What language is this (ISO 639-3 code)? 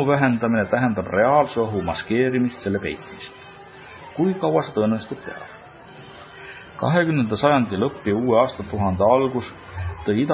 est